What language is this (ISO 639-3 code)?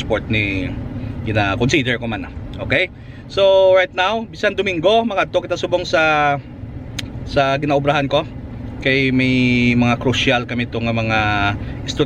hil